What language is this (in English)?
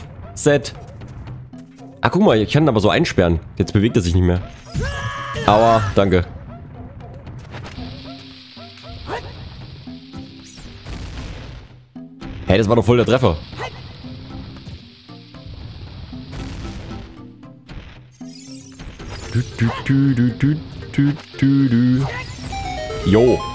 German